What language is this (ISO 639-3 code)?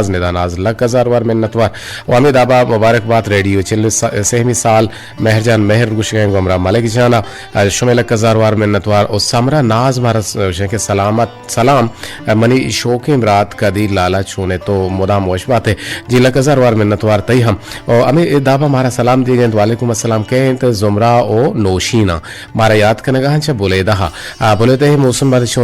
bgp